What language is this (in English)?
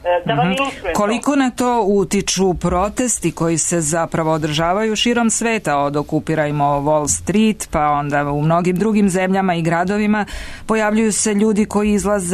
Serbian